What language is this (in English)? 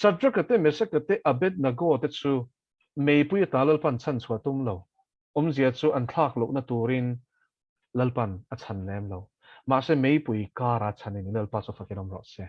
Mizo